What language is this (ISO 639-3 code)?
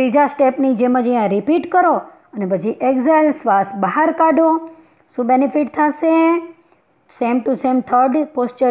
guj